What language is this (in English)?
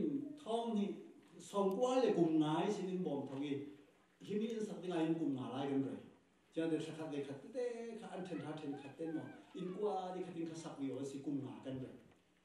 Falam Chin